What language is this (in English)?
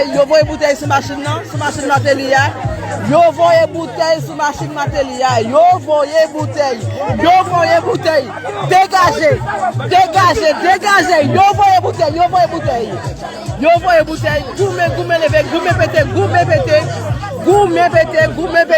Haitian Creole